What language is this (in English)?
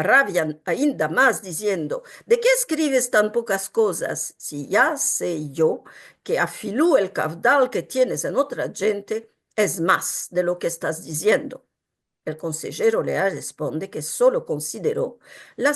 Ladino